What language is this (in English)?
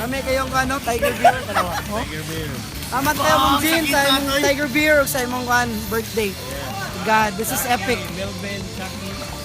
Cebuano